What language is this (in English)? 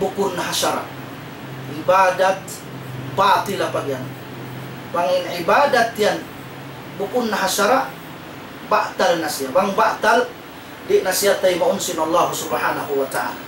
Tausug